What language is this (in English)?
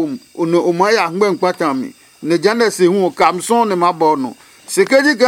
Adangme